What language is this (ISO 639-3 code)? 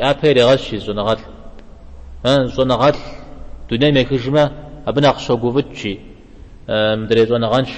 kbd